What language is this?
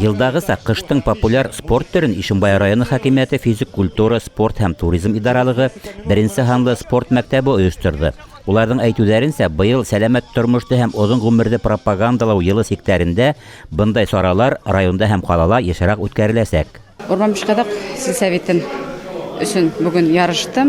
Bashkir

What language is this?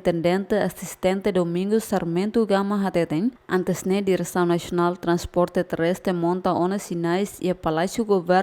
Tetum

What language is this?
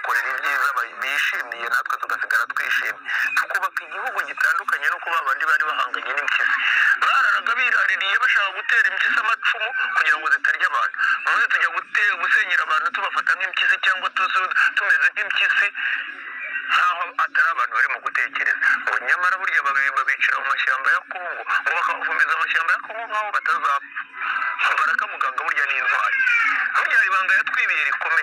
Kinyarwanda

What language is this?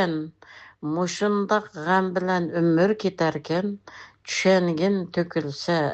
Uyghur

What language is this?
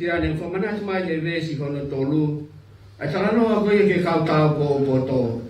Tongan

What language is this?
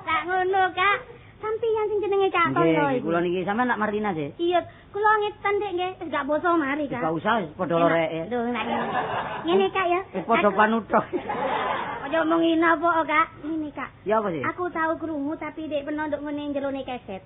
Javanese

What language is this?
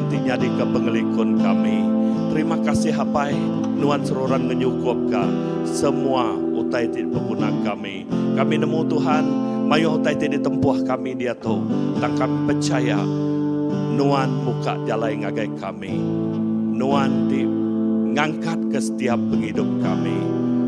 Iban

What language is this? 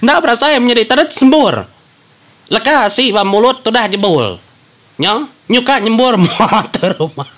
Iban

